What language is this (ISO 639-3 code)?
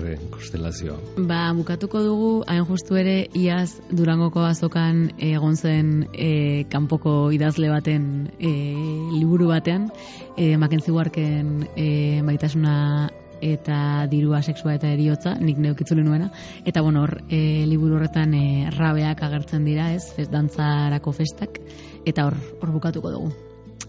eus